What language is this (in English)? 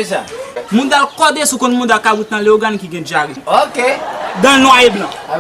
Haitian Creole